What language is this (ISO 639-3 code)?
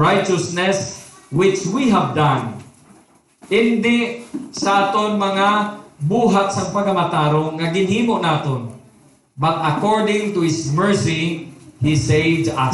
hil